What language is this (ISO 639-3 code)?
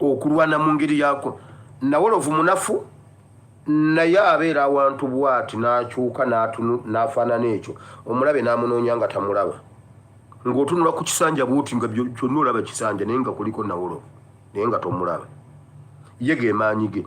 lug